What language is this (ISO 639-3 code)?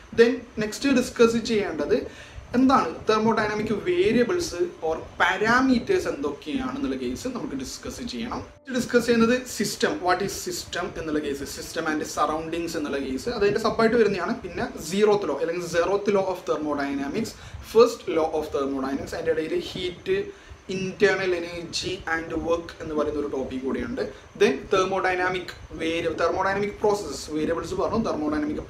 mal